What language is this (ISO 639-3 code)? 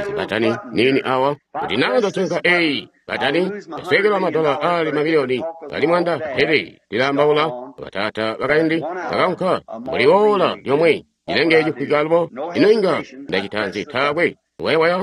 toi